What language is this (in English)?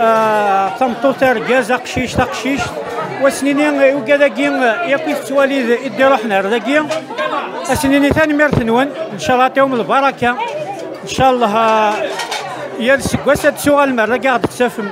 Kabyle